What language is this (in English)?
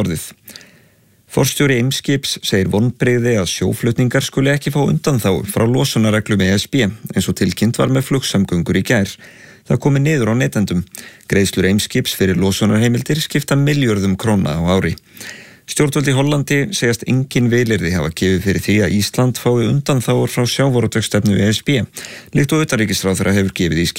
Icelandic